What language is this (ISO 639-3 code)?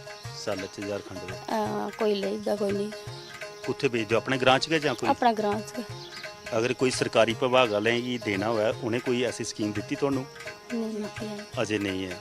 doi